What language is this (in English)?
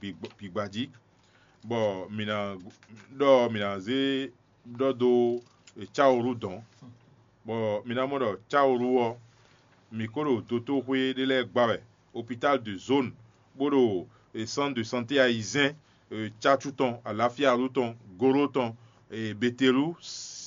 Fon